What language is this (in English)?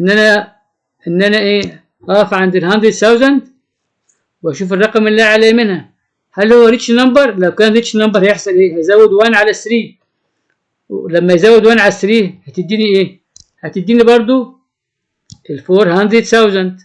Egyptian Arabic